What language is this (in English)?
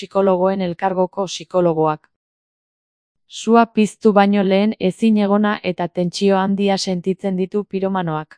Basque